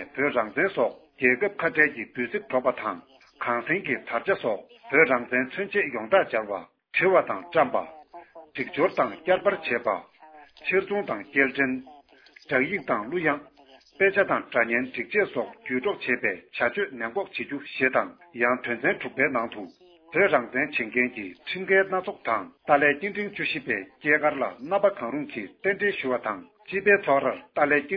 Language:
Tibetan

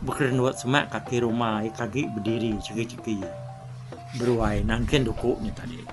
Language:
Iban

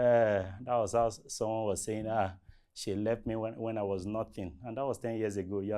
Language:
Nigerian Pidgin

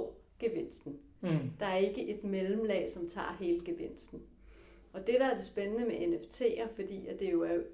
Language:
Danish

